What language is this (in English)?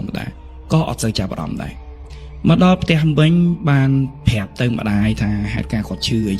Khmer